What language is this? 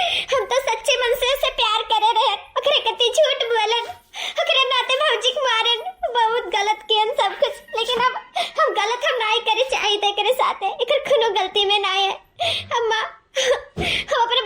Awadhi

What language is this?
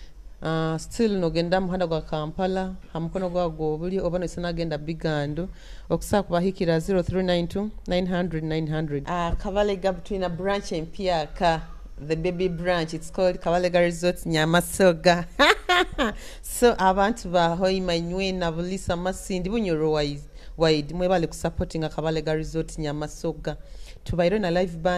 Nyoro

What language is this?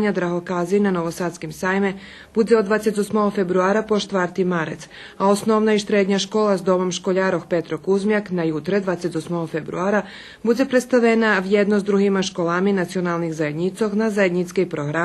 Rusyn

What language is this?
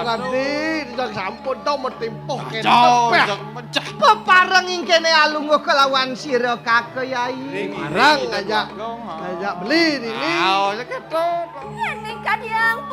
Balinese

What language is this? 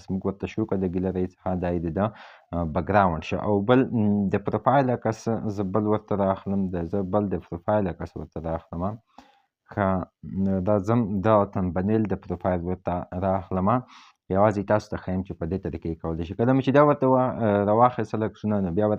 Pashto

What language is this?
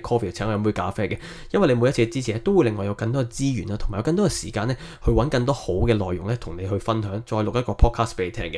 Cantonese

